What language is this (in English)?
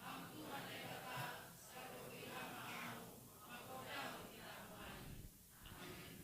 Batak Simalungun